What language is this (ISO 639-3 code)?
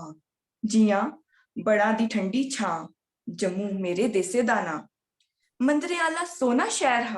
doi